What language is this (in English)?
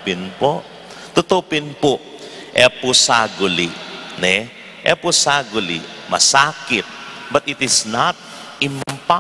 Pampanga